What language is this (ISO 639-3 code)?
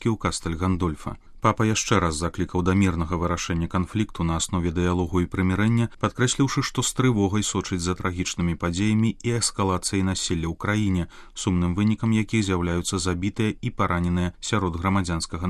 bel